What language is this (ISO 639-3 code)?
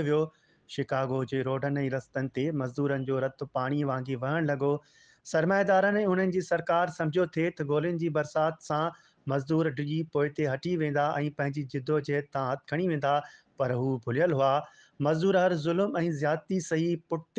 snd